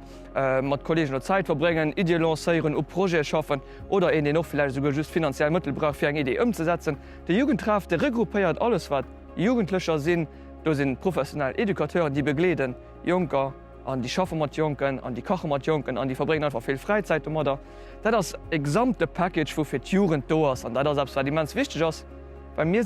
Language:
Luxembourgish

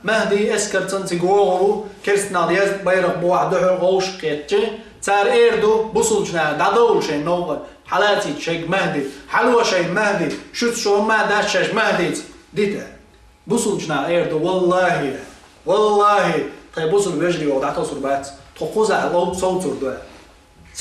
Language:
Chechen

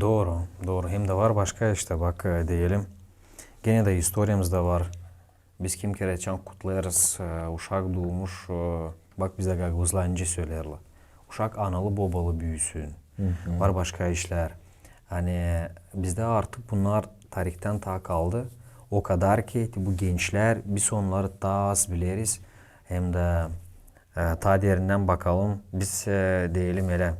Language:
Gagauz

